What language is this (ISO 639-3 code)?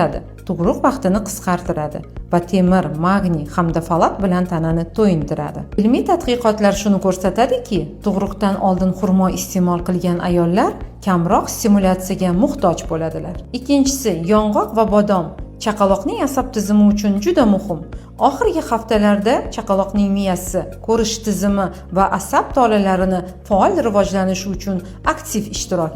uzb